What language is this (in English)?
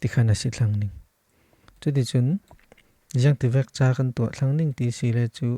Falam Chin